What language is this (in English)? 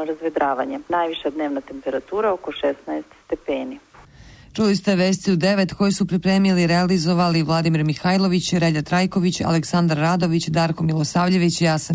Serbian